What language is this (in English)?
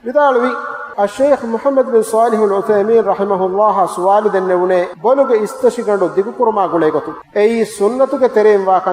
Divehi